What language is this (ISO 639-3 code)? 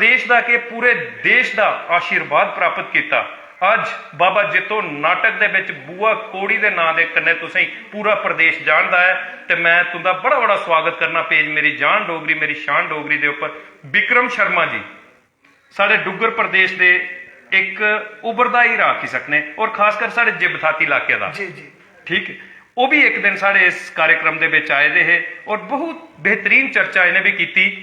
doi